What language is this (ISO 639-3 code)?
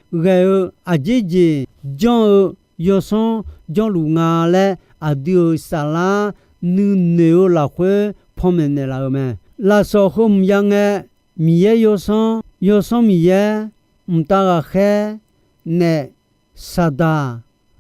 ahk